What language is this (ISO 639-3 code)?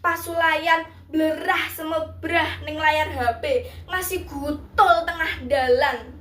jav